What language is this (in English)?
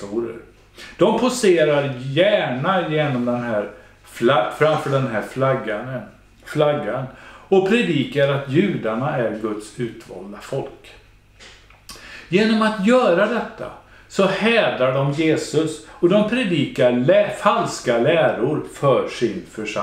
Swedish